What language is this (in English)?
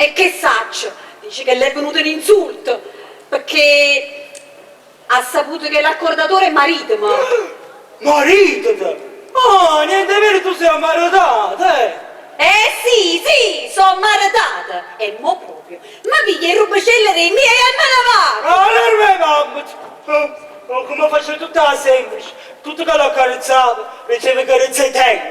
Neapolitan